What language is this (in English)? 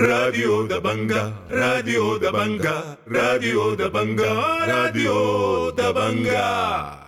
Sudanese Arabic